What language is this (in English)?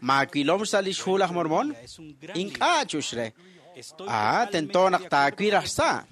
Kekchí